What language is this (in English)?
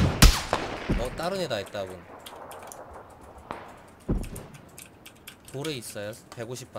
Korean